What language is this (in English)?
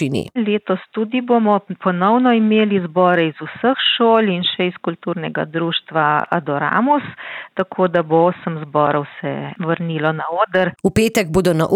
Slovenian